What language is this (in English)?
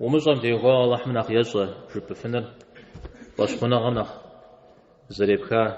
Kabardian